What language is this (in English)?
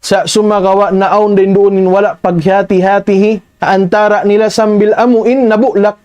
Tausug